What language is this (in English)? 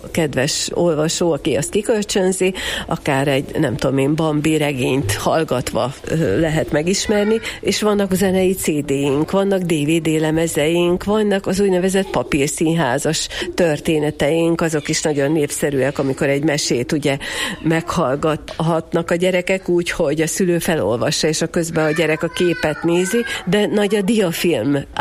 Hungarian